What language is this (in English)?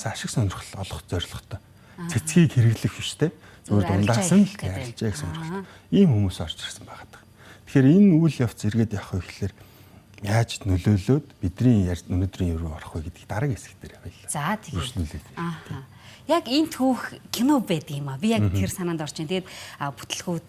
Mongolian